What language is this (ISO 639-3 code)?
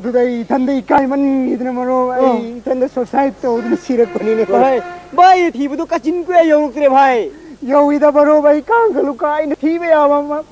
mni